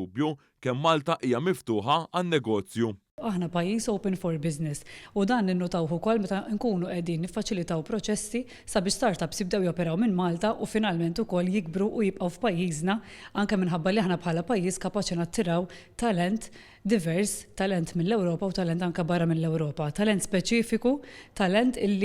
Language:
Maltese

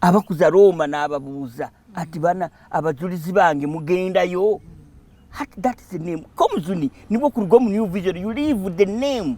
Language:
Nyankole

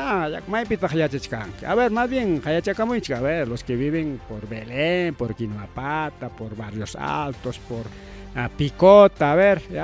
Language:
Ayacucho Quechua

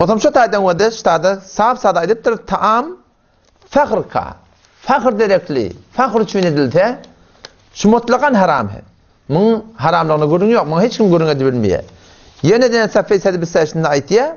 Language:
Turkmen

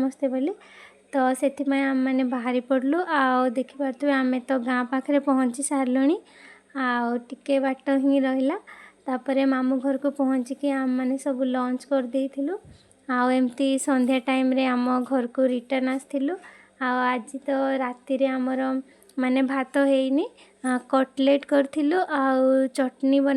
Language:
Odia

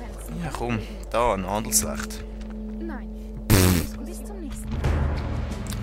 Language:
Swiss German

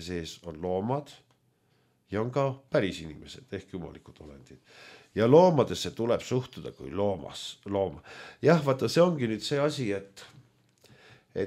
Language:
Estonian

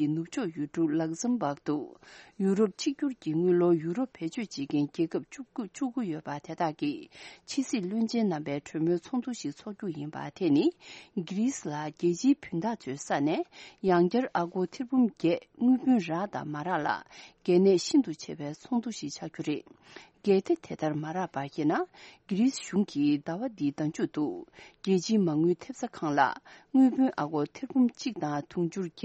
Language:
Tibetan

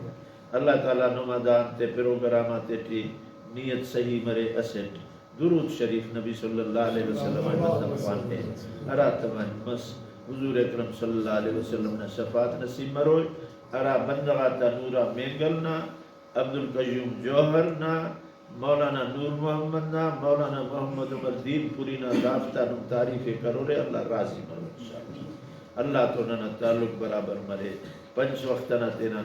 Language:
Brahui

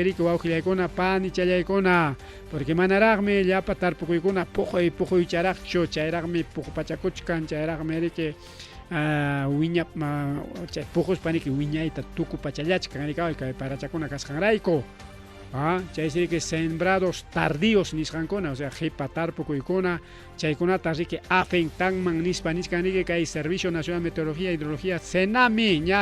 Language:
Ayacucho Quechua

